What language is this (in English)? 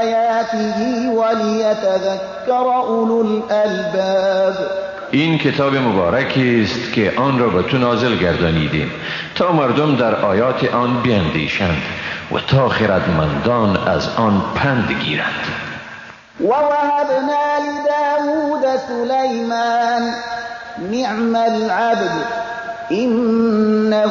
Persian